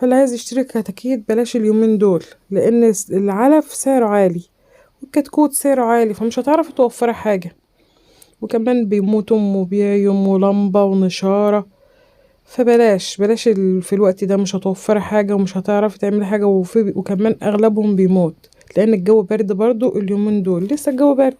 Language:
Egyptian Arabic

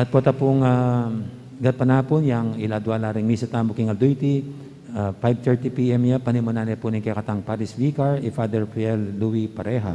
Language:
Pampanga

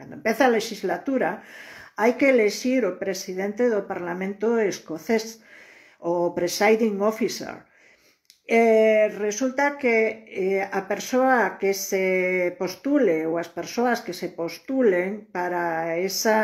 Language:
Galician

